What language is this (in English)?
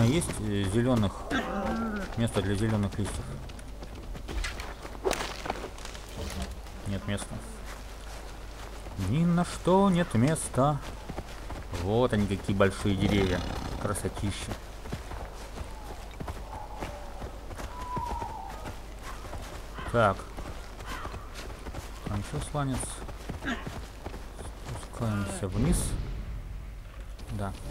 Russian